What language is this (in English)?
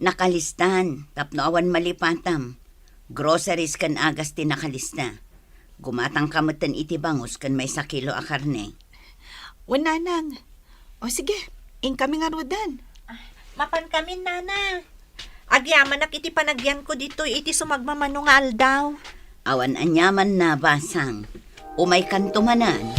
Iloko